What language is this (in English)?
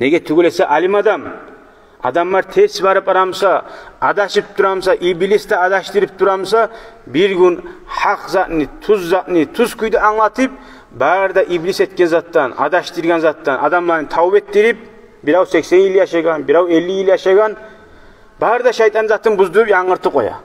Kumyk